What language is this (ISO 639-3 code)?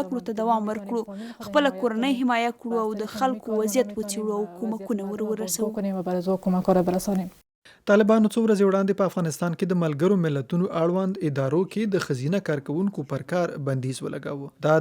pus